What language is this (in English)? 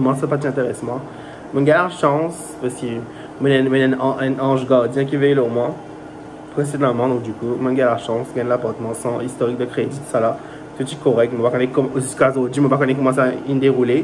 Morisyen